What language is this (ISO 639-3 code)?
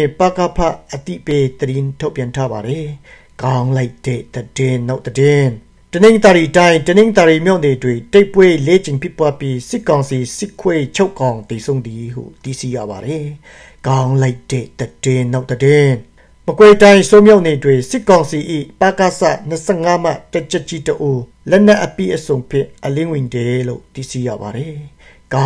mya